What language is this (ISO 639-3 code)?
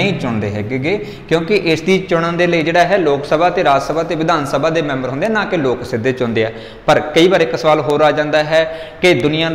pan